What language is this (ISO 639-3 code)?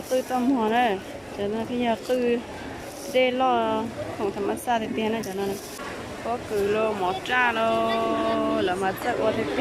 hmn